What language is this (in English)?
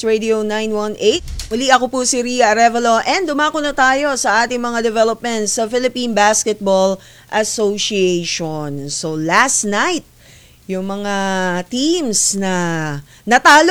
Filipino